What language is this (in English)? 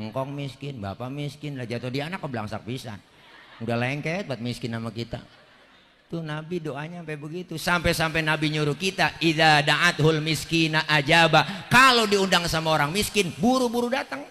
Betawi